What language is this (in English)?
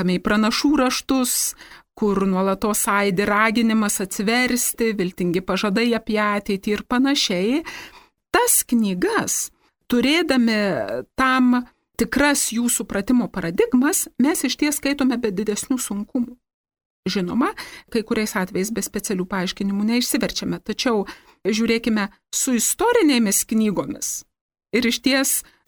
Lithuanian